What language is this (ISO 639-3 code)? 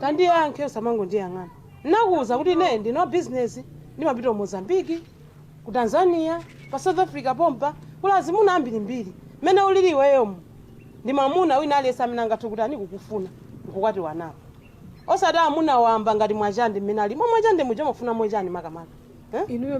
nya